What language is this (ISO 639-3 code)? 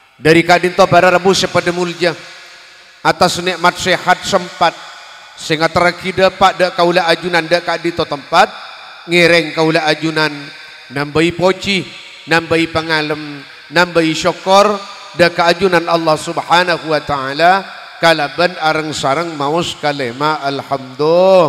mad